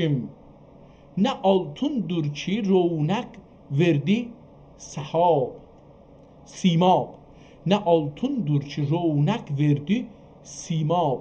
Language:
South Azerbaijani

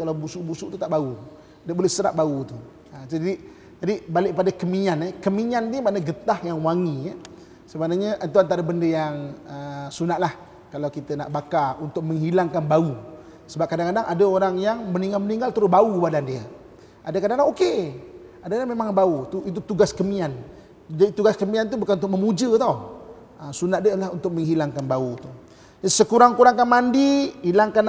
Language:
Malay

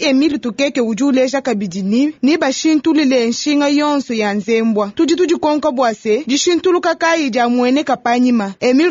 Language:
Luba-Lulua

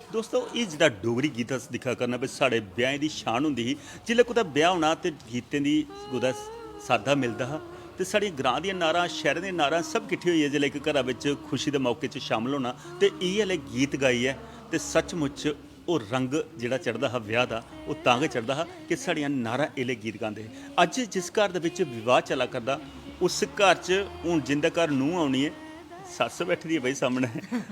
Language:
Dogri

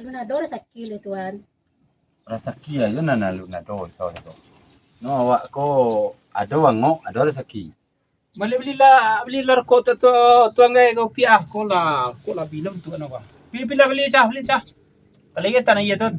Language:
Minangkabau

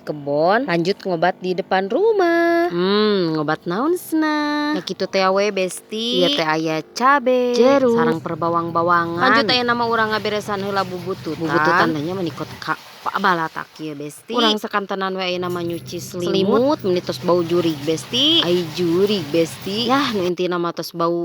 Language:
Sundanese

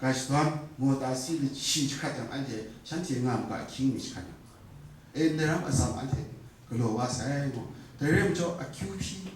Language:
Kachin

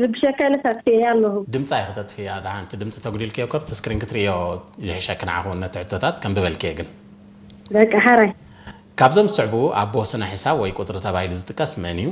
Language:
Tigrinya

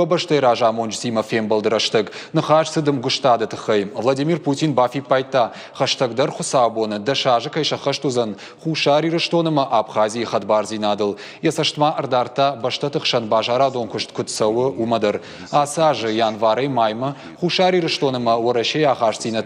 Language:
Ossetic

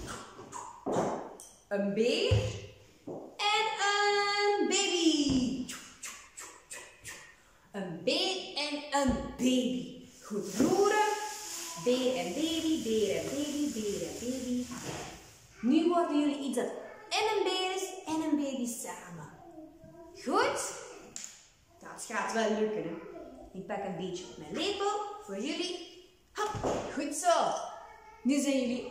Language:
Dutch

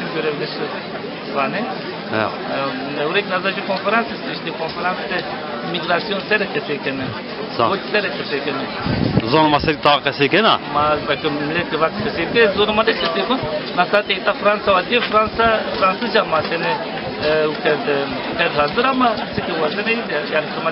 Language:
Zaza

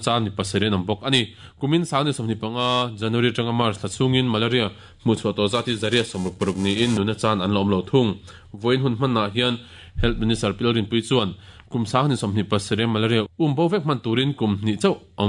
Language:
Mizo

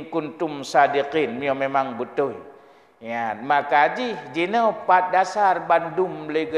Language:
Achinese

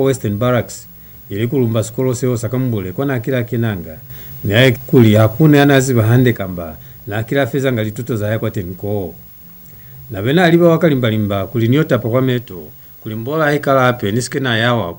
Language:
Lozi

